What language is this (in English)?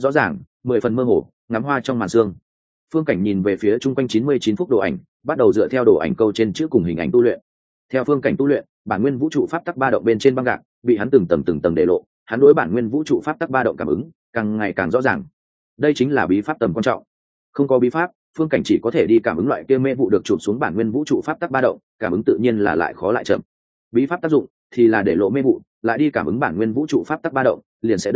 Vietnamese